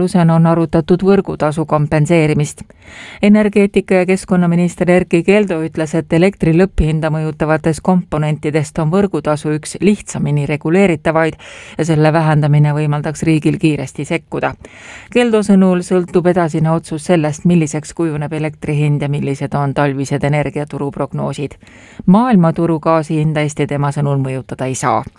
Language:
Estonian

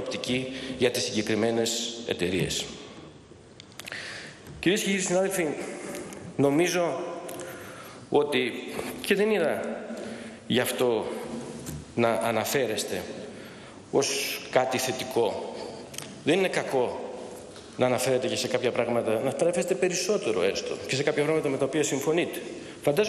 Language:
Greek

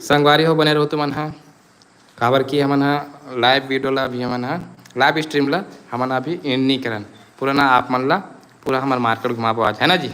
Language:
Chhattisgarhi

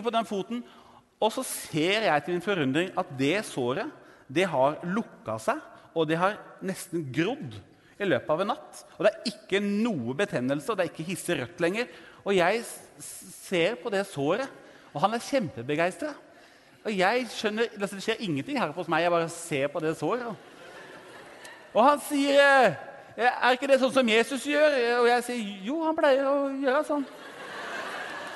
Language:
Norwegian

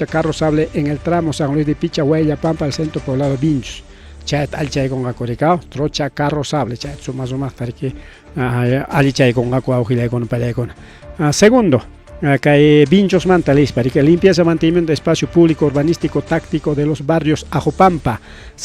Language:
Ayacucho Quechua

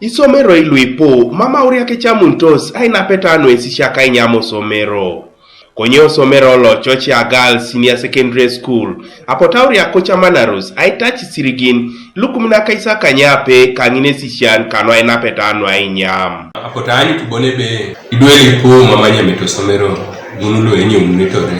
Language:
Teso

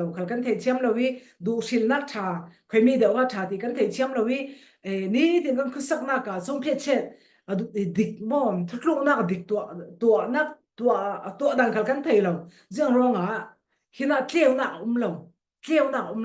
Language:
Falam Chin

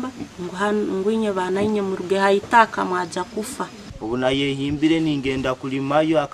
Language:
Nyankole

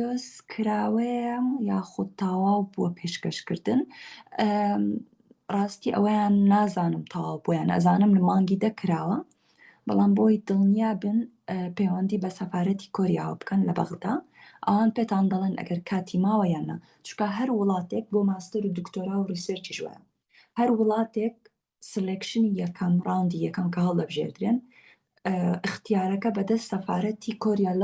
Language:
Central Kurdish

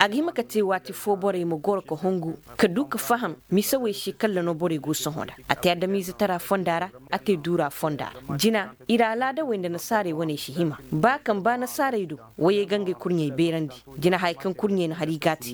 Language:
Koyraboro Senni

